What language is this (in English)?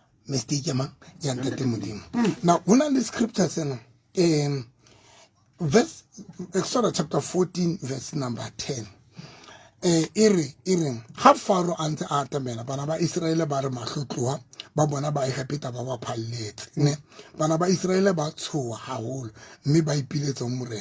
Southern Sotho